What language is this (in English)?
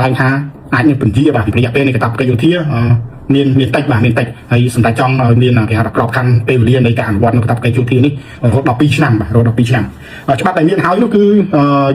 Khmer